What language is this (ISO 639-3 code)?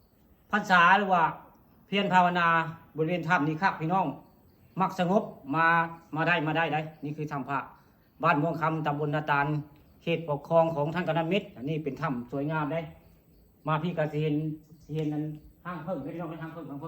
tts